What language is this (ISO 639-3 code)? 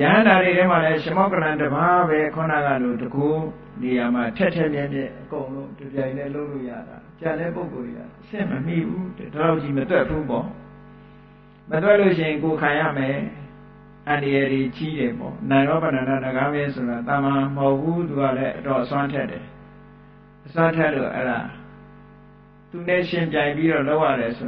mya